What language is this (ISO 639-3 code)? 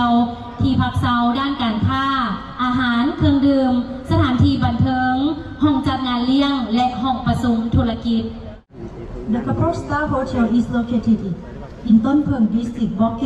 lao